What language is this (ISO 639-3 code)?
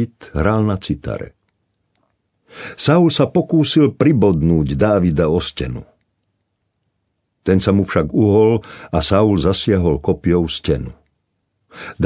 slk